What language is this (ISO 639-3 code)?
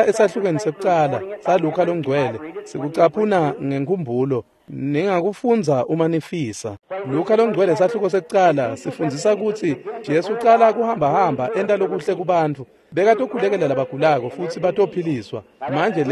ssw